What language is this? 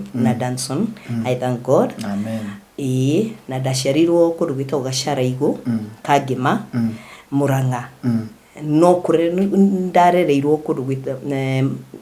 Kikuyu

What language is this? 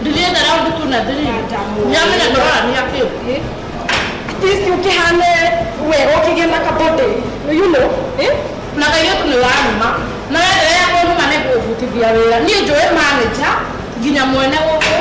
Kikuyu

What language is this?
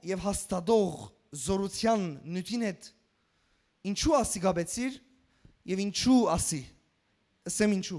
Western Armenian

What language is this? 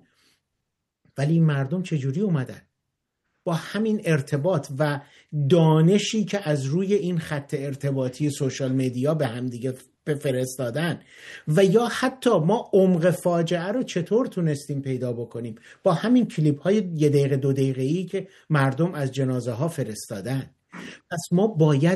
Persian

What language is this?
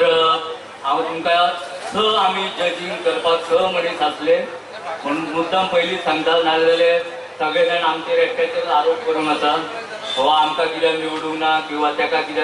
Konkani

